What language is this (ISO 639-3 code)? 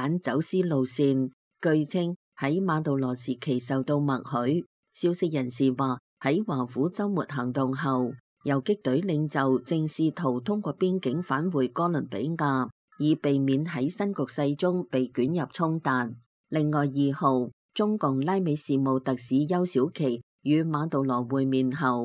yue